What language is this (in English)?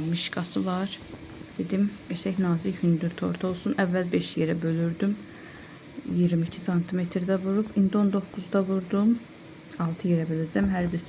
Azerbaijani